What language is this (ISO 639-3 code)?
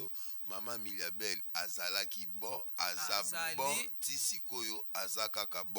lin